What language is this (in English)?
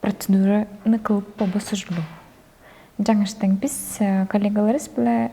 Tuvinian